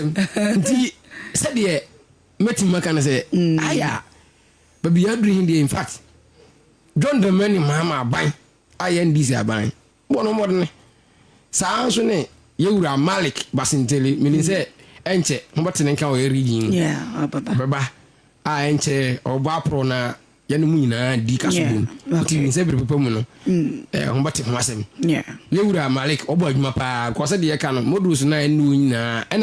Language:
Akan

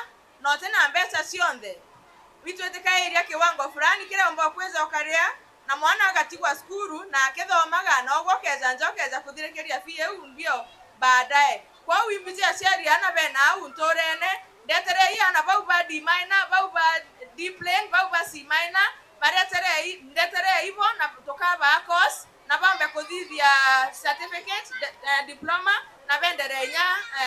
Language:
Meru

